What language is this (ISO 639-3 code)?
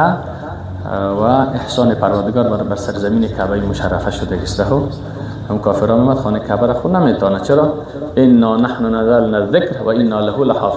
fas